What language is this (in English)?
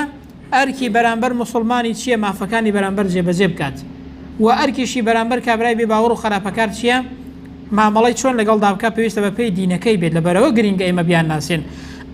Central Kurdish